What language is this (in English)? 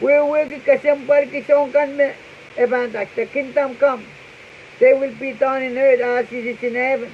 Pohnpeian